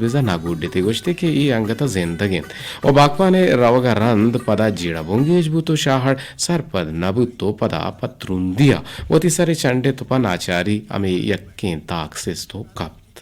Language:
Eastern Balochi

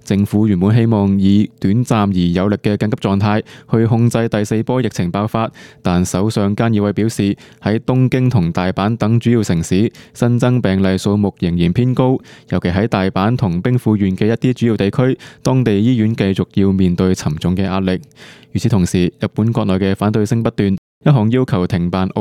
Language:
Cantonese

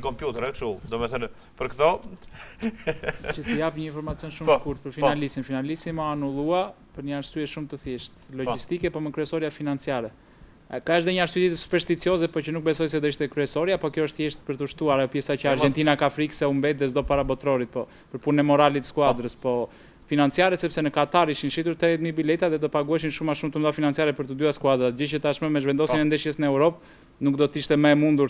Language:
Albanian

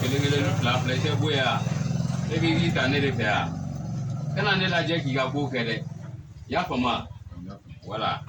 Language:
Bambara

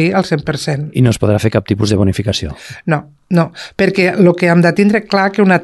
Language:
Catalan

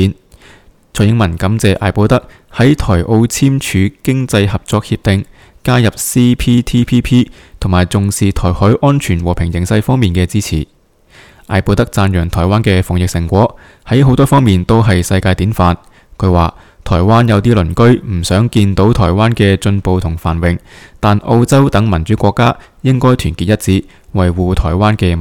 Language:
Cantonese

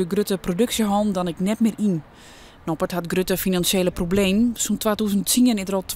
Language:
Western Frisian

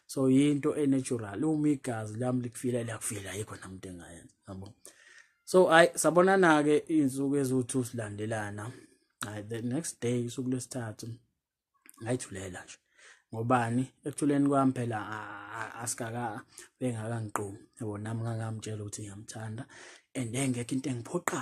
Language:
Zulu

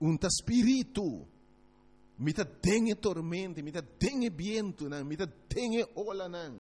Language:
Papiamento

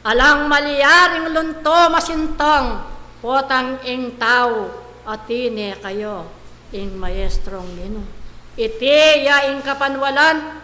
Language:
Pampanga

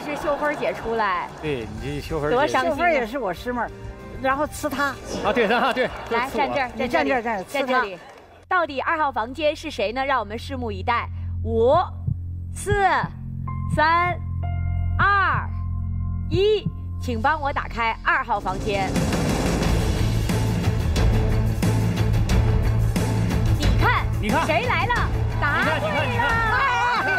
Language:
Chinese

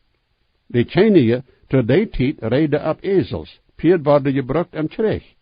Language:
Plautdietsch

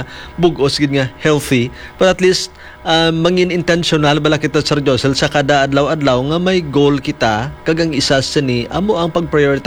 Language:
Hiligaynon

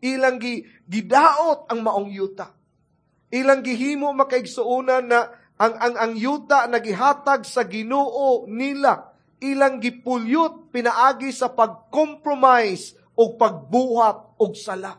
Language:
Cebuano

